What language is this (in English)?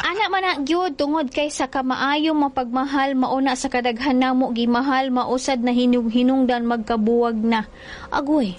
Cebuano